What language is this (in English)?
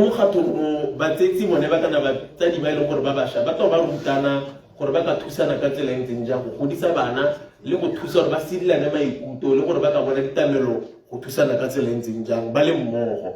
Tswana